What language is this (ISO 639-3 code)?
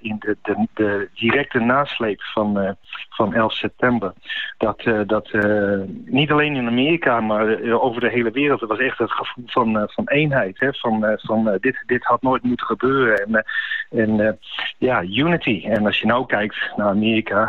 nld